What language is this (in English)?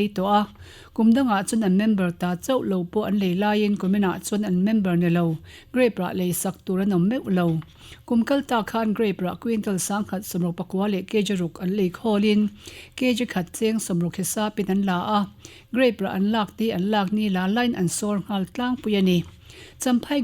Mizo